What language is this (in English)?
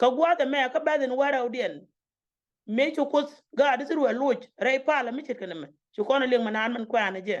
Nuer